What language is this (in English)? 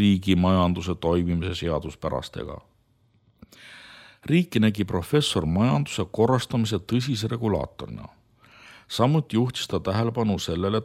Estonian